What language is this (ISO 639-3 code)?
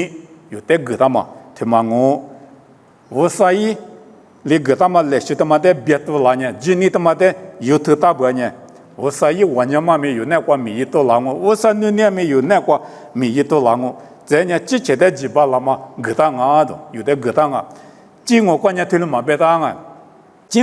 lis